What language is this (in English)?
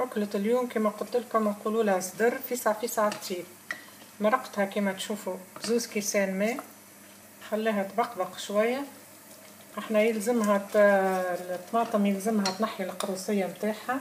Tunisian Arabic